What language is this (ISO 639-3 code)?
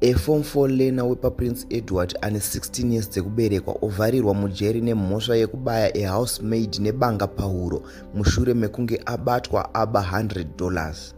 sna